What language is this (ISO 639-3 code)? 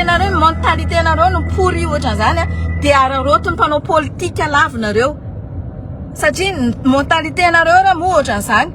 mlg